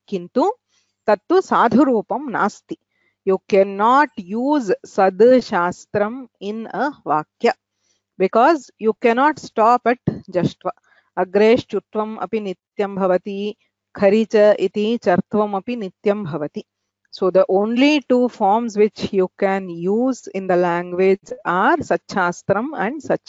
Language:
Sanskrit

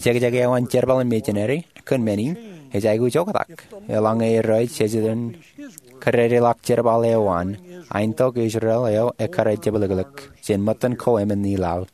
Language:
Marshallese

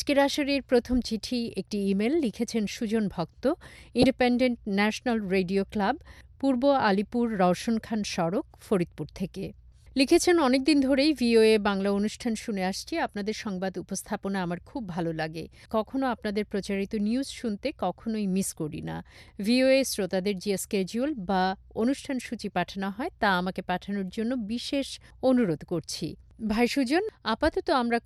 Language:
Bangla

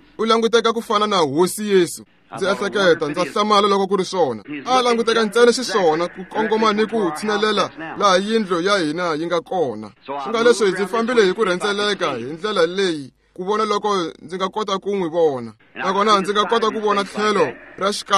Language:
Tsonga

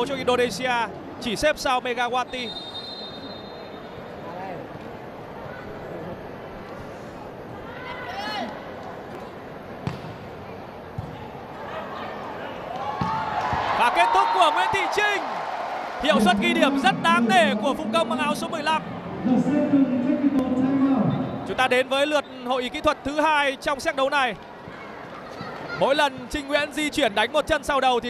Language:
Vietnamese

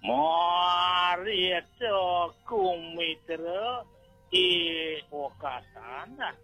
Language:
Balinese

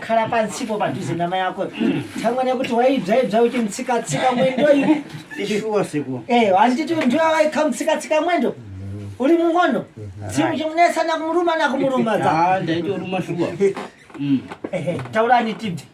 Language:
Shona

